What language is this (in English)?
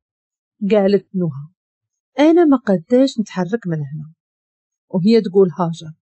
Moroccan Arabic